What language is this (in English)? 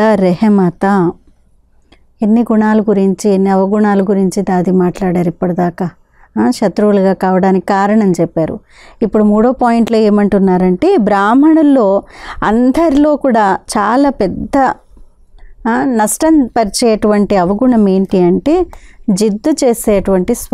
Telugu